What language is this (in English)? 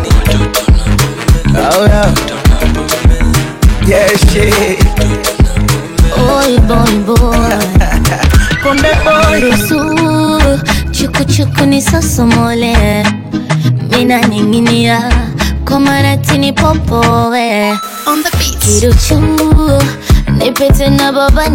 Swahili